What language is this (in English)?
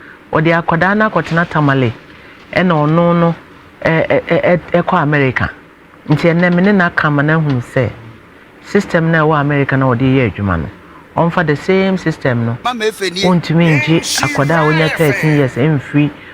Akan